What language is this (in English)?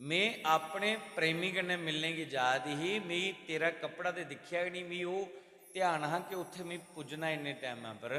Dogri